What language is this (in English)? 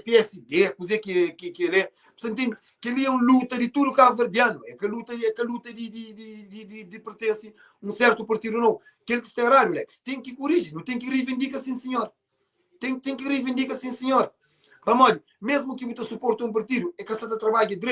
Kabuverdianu